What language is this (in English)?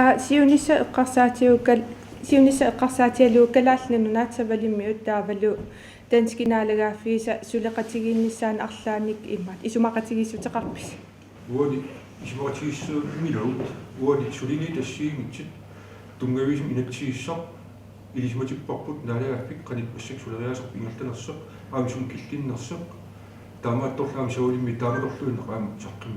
Kalaallisut